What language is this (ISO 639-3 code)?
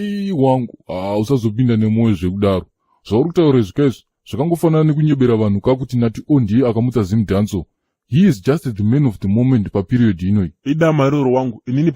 sna